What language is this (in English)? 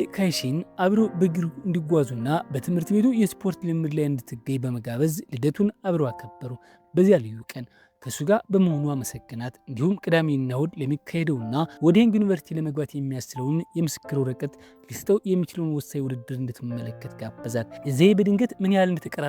Amharic